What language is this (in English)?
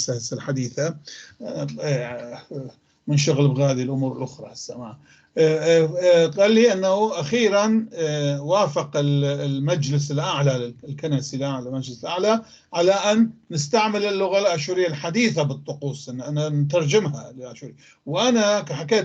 North Levantine Arabic